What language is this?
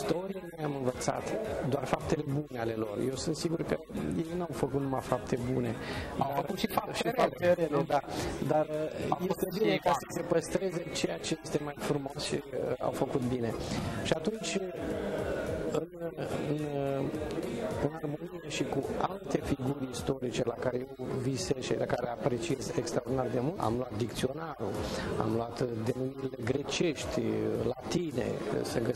Romanian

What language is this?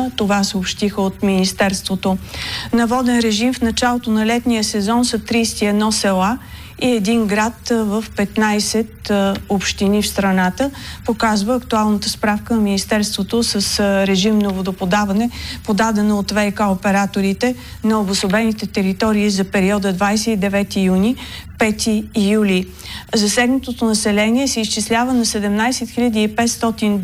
Bulgarian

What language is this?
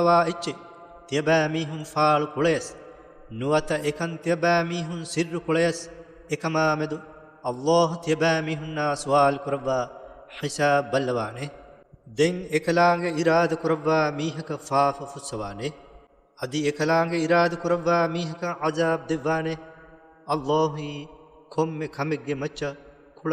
Divehi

